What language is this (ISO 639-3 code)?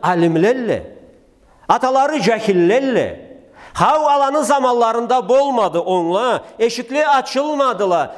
krc